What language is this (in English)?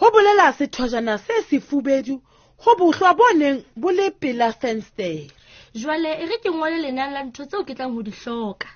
Southern Sotho